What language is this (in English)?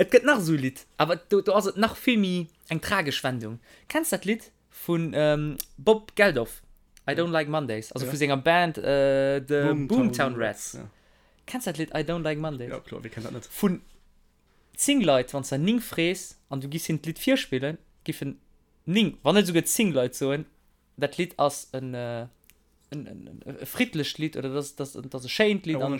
Luxembourgish